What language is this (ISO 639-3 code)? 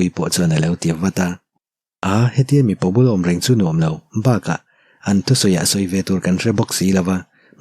lus